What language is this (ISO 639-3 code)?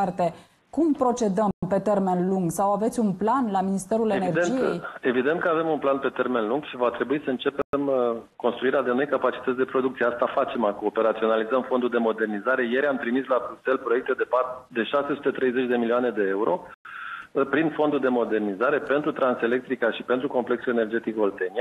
ron